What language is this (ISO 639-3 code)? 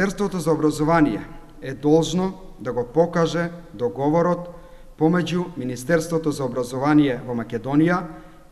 mkd